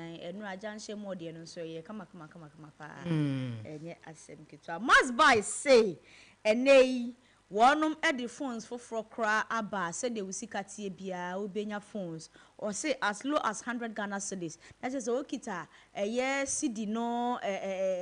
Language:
Akan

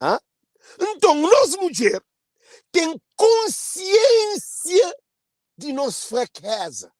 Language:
Kabuverdianu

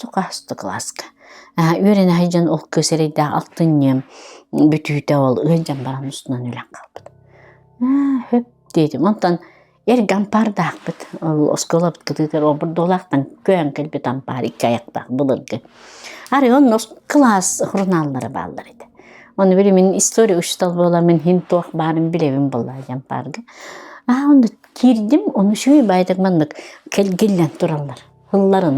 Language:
Yakut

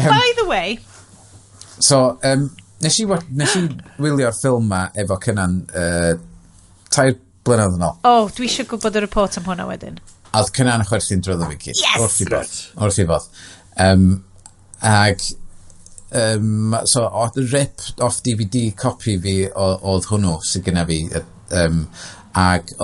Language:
Welsh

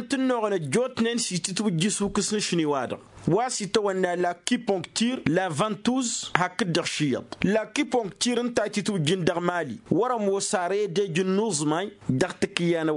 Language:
Tamasheq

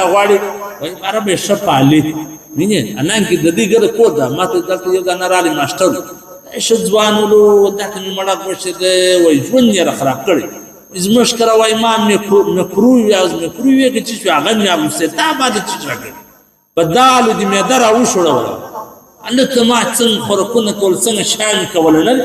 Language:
Pashto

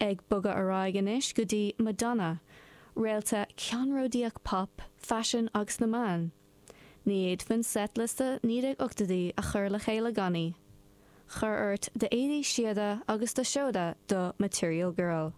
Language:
Irish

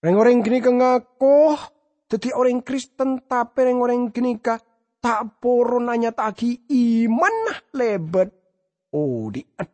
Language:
Madurese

